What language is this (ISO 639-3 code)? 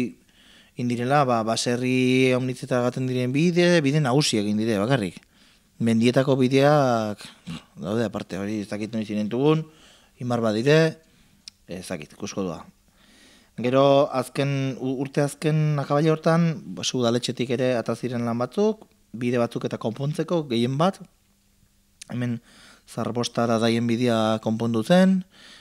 eus